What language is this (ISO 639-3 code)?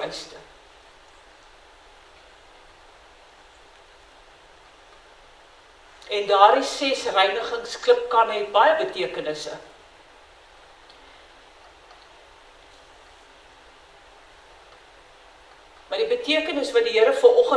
afr